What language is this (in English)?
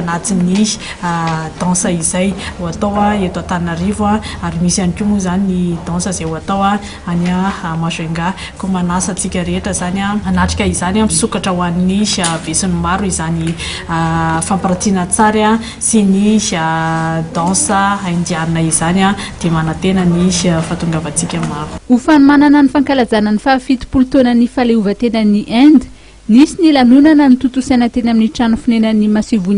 Malagasy